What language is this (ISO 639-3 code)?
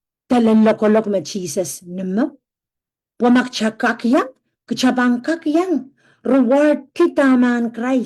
pon